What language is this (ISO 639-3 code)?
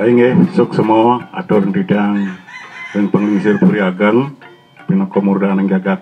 ban